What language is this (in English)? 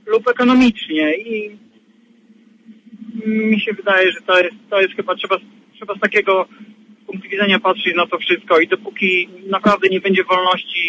Polish